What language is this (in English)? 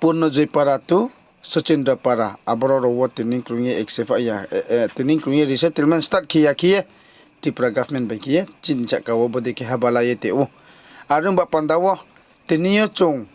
Riang (India)